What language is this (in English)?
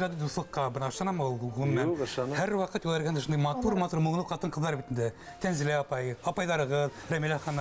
Bashkir